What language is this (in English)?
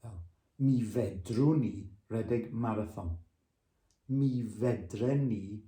Welsh